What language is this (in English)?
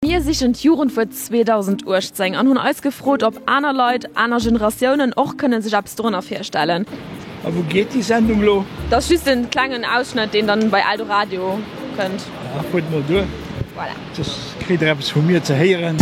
Luxembourgish